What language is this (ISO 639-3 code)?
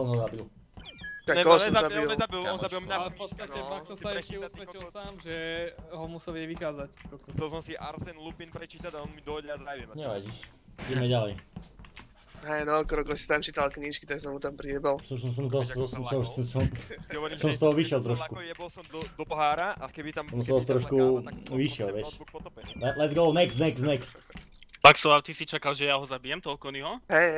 slk